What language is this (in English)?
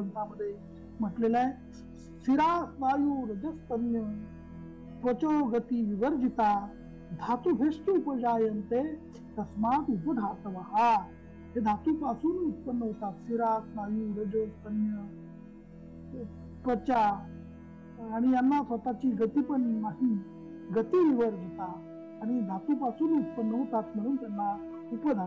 Marathi